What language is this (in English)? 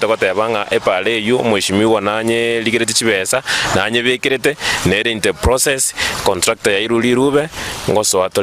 Gusii